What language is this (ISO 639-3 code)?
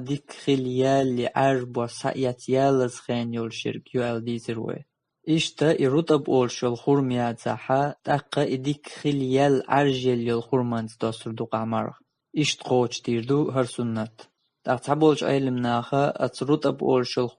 che